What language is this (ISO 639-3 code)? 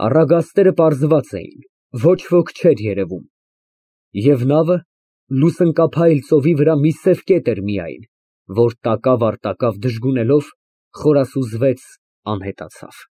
hye